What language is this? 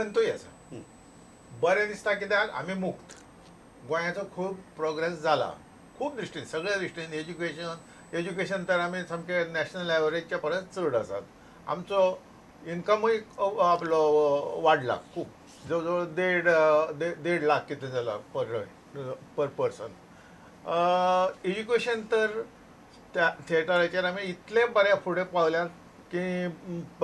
Konkani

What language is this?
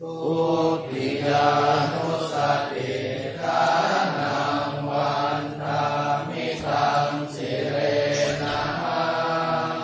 Pali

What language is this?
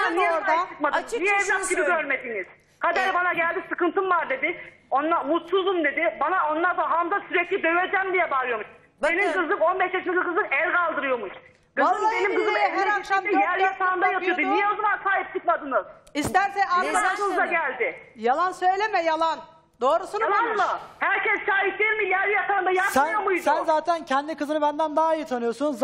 Turkish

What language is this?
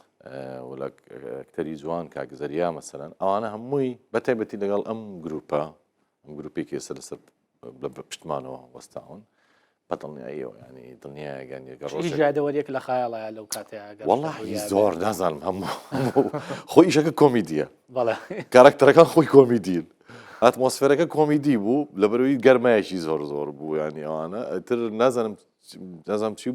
Central Kurdish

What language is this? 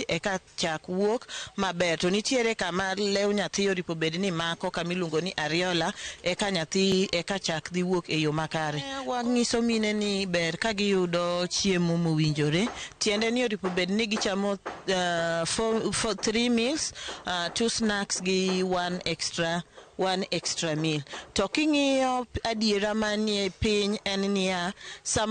Luo (Kenya and Tanzania)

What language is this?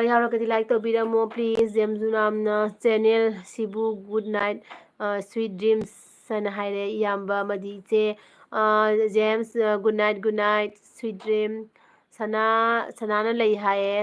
Manipuri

